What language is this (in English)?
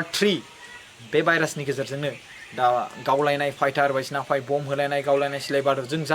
Bodo